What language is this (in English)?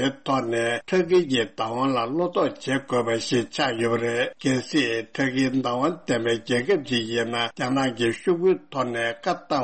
Tibetan